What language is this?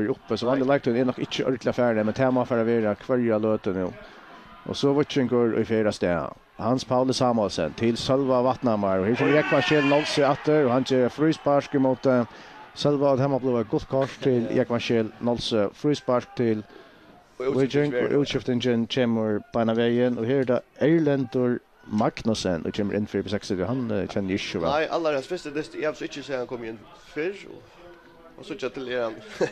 Faroese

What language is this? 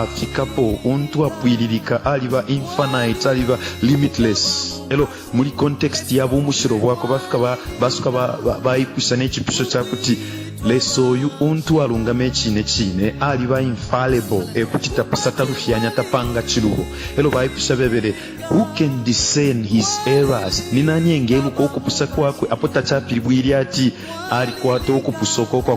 Bemba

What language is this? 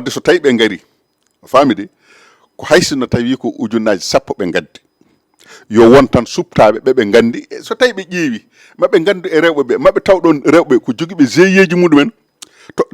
Fula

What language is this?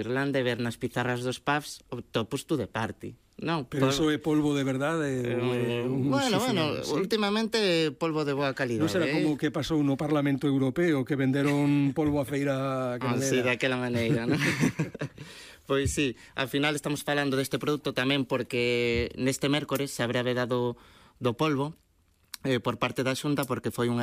Galician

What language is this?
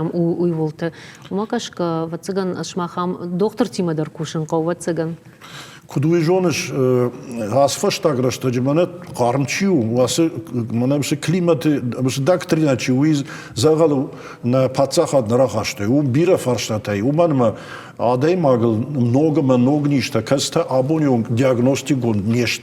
Ossetic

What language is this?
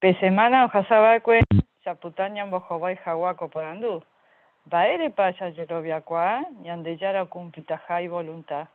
Guarani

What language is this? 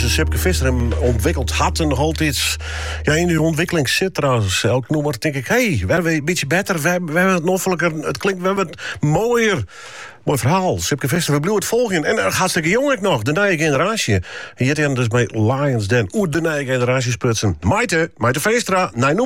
Dutch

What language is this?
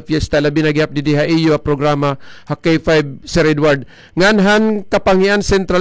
Waray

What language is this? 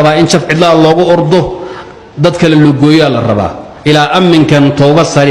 Somali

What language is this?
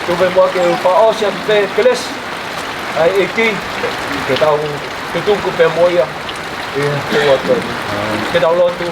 Tongan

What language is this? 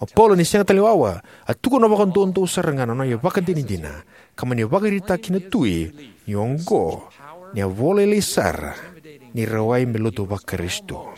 Fijian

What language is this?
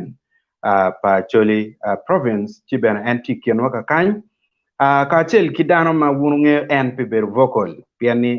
Acoli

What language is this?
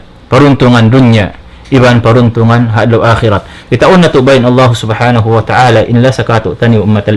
Tausug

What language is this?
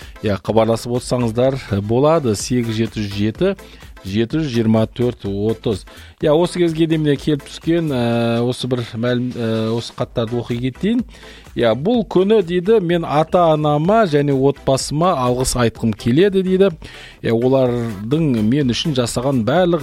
Kazakh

